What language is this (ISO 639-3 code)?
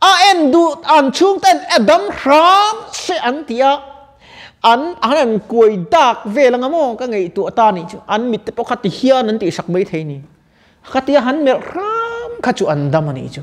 lus